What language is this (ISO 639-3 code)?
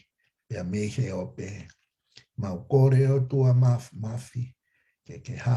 ton